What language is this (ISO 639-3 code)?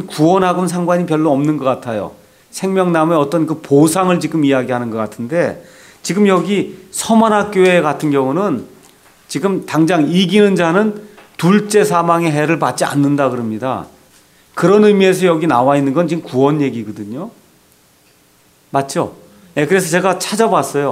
kor